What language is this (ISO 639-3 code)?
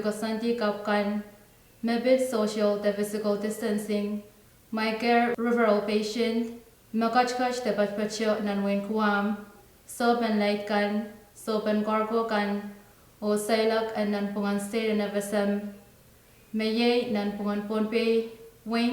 pon